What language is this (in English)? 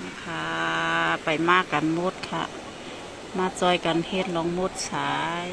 Shan